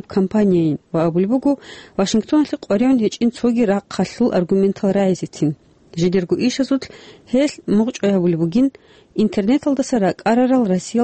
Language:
Avaric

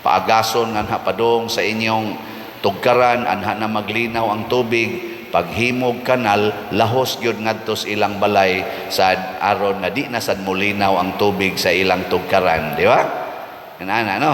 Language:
Cebuano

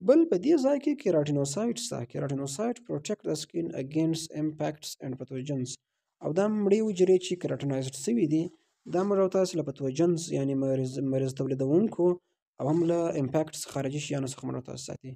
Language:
Pashto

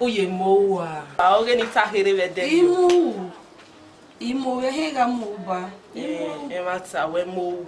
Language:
Bini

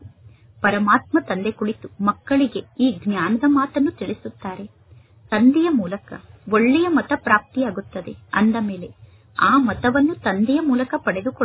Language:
Kannada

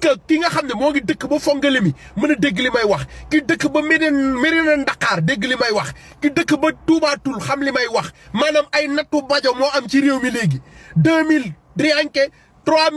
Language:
Wolof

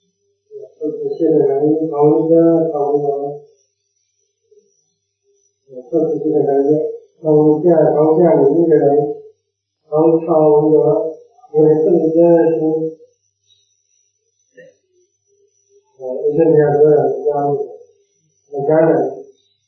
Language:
Burmese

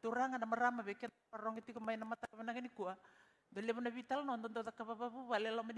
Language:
Fijian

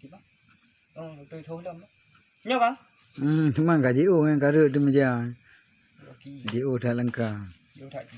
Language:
Achinese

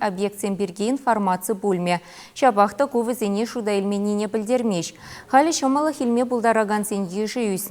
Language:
Chuvash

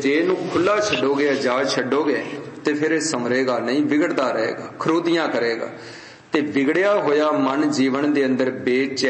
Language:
Punjabi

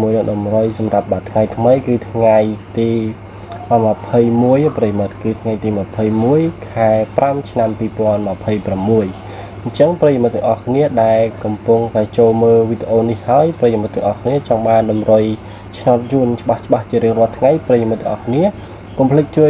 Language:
Khmer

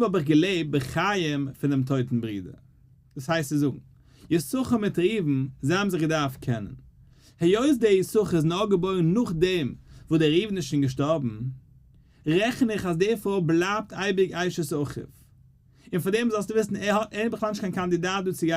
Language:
Yiddish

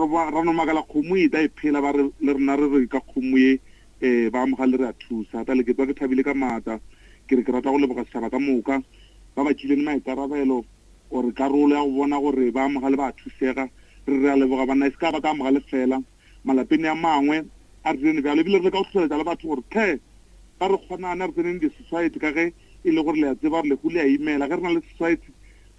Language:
Northern Sotho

